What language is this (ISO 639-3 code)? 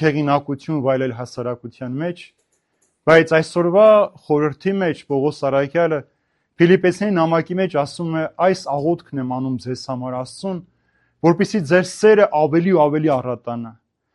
hye